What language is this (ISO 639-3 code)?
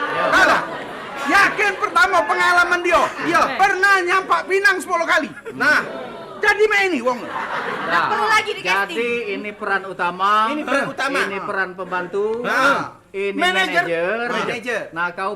mui